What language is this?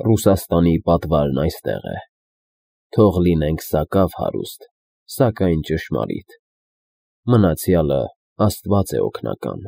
Armenian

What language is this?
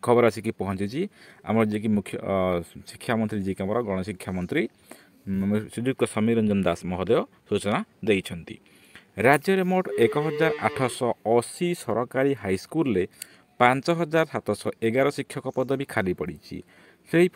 Odia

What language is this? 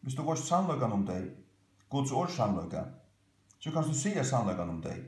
Faroese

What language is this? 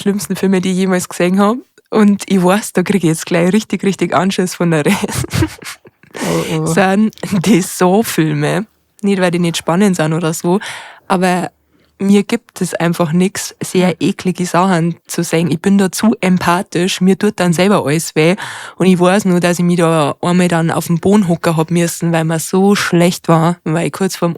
Bavarian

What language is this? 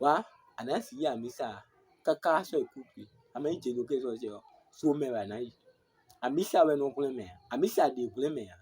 Fon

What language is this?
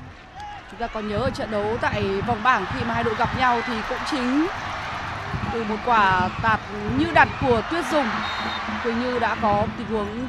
Vietnamese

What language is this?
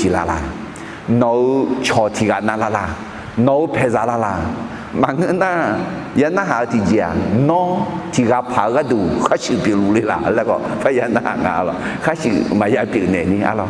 Akha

